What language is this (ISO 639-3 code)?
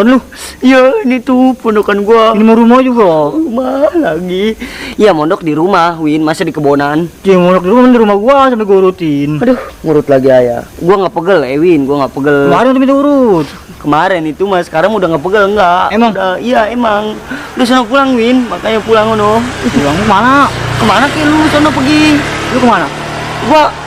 bew